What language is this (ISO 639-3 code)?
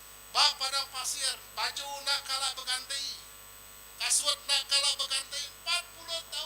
iba